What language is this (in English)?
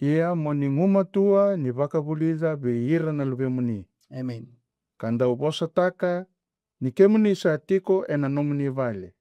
Fijian